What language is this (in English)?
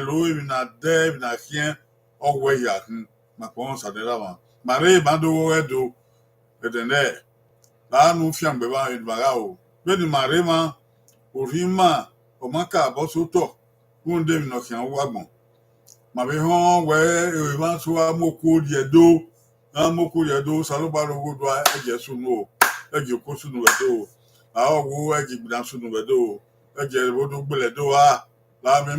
Bini